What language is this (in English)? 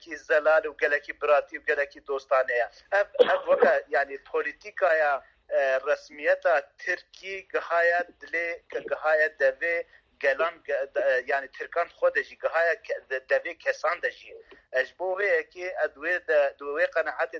Kurdish